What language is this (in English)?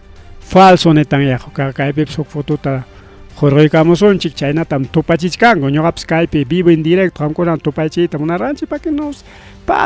Ayacucho Quechua